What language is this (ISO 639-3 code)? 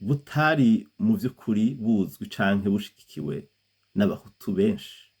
run